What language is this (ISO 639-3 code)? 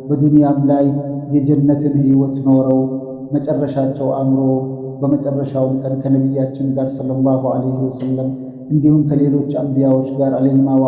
amh